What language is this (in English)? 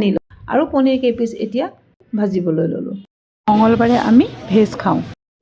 Assamese